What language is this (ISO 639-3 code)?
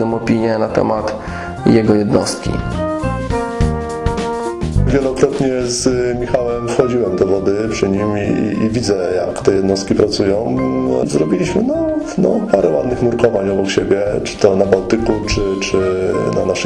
pol